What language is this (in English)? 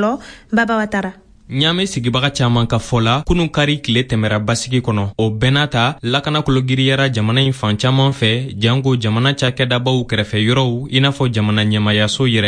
Bambara